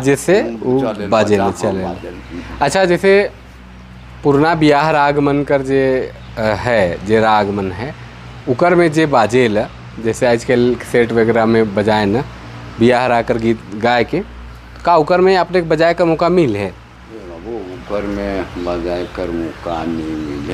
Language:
Sadri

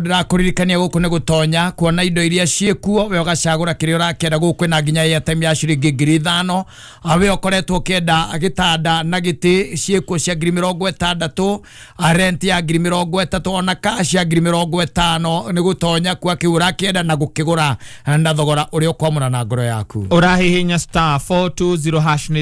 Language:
Kikuyu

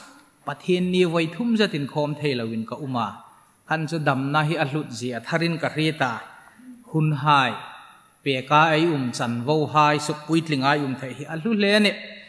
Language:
Hmar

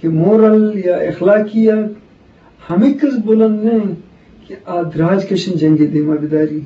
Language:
Eastern Balochi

